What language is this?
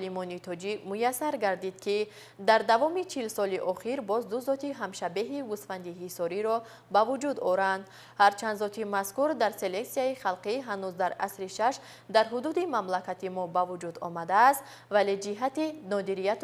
Tajik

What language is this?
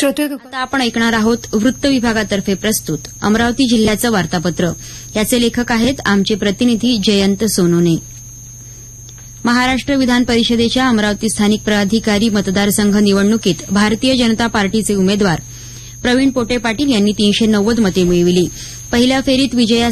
Marathi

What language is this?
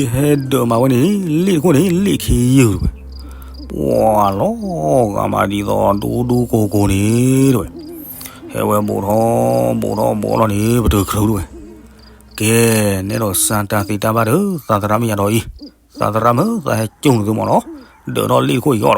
S'gaw Karen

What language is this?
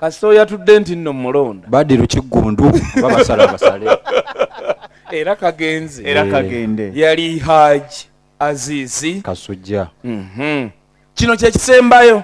Ganda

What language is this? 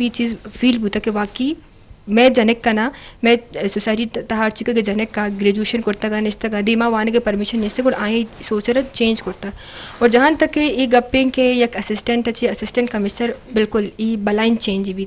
Eastern Balochi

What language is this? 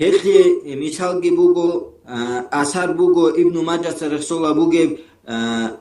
Avaric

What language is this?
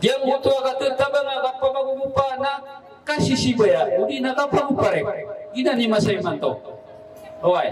Maranao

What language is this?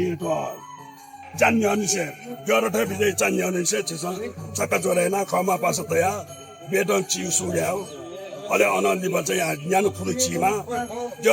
Newari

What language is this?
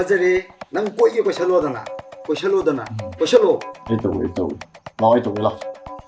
Manipuri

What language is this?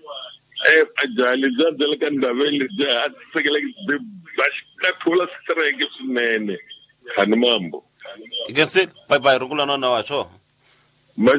Tsonga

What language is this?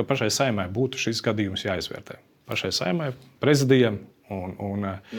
Latvian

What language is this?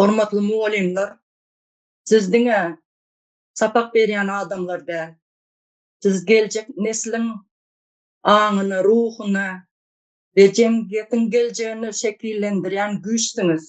Turkmen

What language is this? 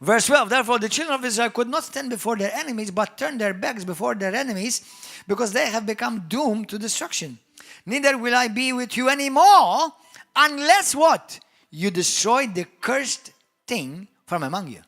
English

